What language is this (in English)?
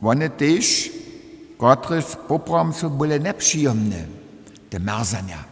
Upper Sorbian